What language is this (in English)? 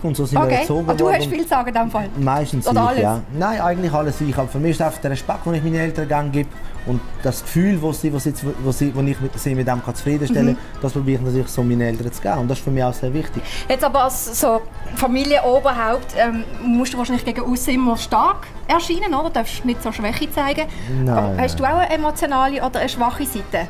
Swiss German